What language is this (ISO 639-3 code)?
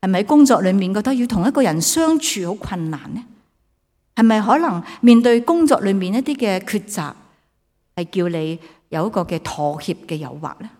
yue